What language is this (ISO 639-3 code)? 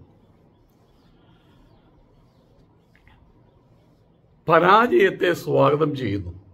mal